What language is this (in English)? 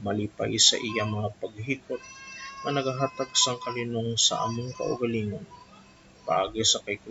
Hiligaynon